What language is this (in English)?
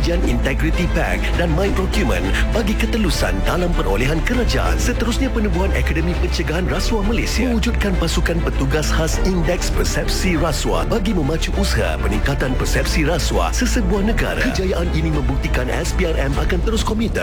Malay